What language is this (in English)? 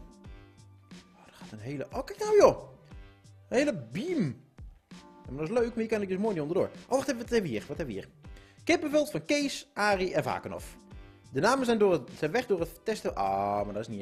Dutch